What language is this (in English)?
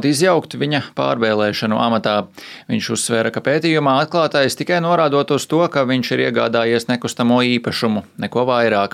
Latvian